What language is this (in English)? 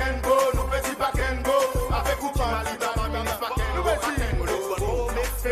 Seselwa Creole French